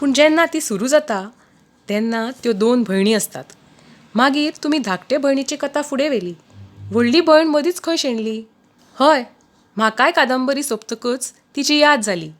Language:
Konkani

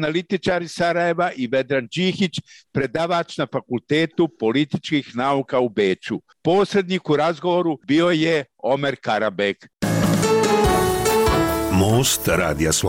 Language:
Bosnian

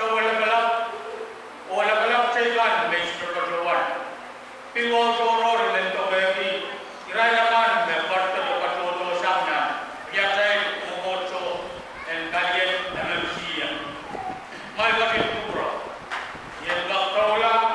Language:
Pohnpeian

